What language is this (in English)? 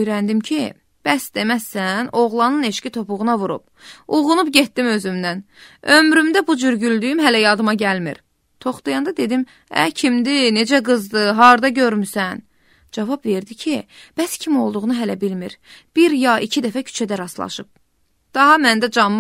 Azerbaijani